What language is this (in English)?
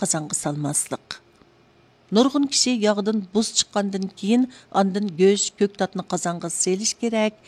Uyghur